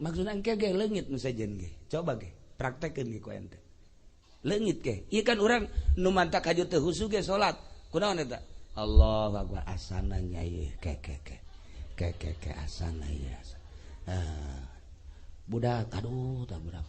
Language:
Sundanese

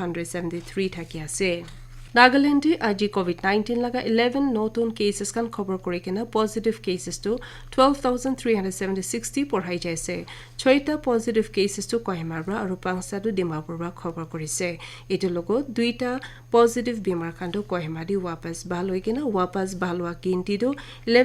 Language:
Naga Pidgin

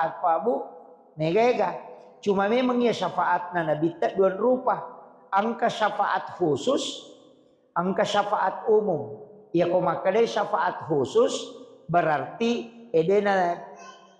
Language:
Buginese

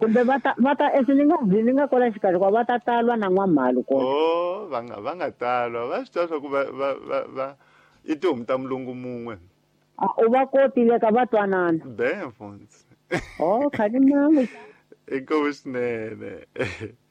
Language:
Tsonga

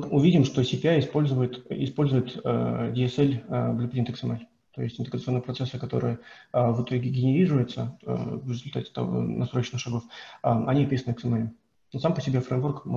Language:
Russian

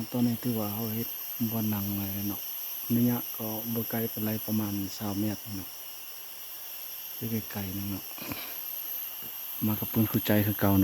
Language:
Lao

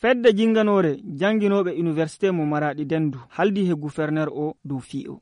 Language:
Fula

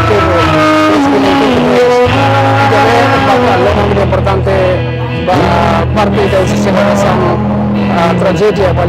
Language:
Tetum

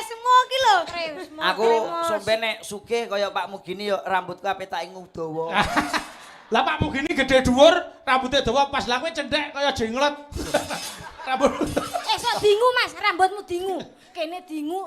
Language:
Javanese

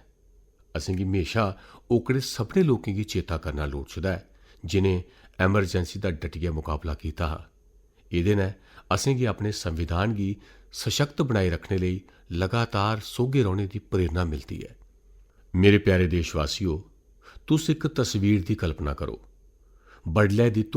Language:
Dogri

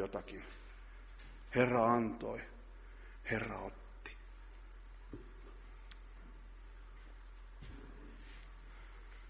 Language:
Finnish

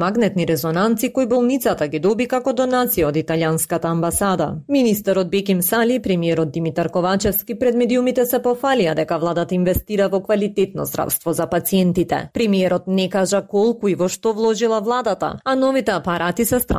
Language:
Macedonian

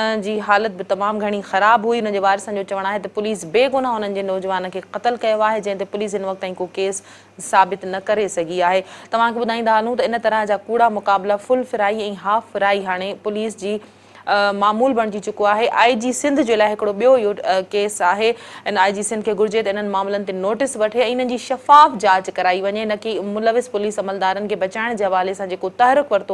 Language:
Sindhi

